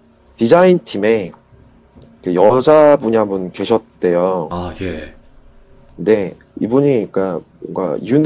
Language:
Korean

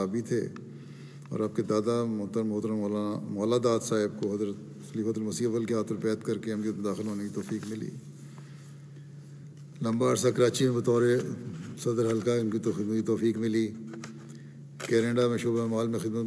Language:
Urdu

